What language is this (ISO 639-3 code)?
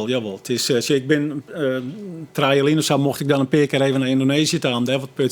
fry